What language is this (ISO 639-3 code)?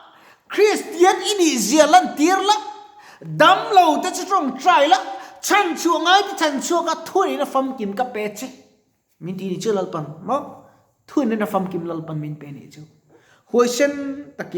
lus